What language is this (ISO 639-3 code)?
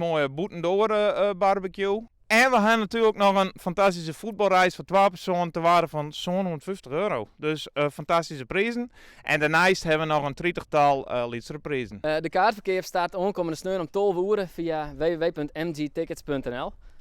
fry